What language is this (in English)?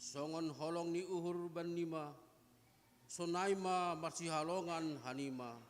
Batak Simalungun